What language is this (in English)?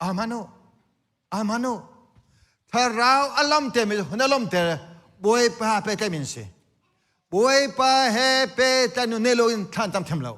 Hakha Chin